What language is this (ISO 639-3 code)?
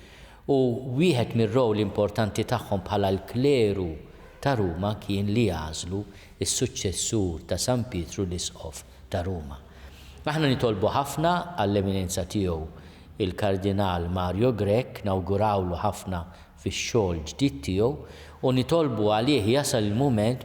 mlt